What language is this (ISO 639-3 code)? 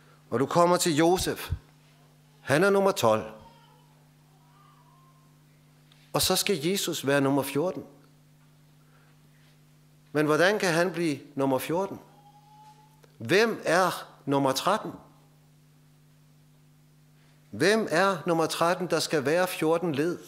dan